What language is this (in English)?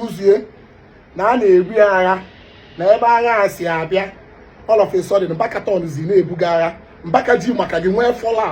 Igbo